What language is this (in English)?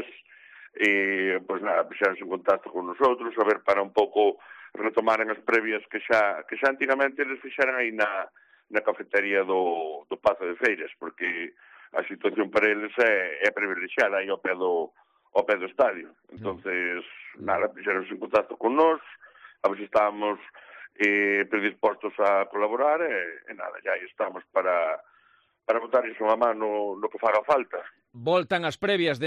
Galician